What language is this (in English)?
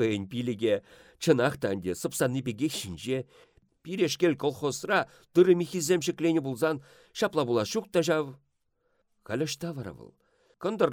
Chuvash